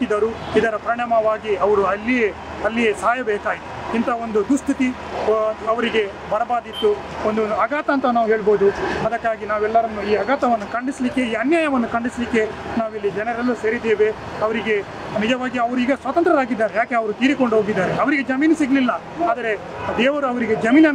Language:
Kannada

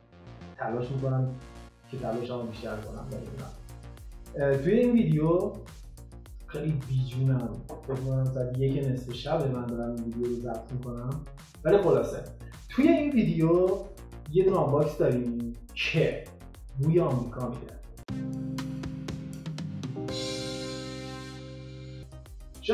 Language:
Persian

